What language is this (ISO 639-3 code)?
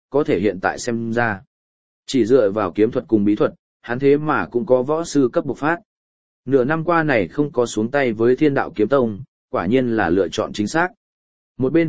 vie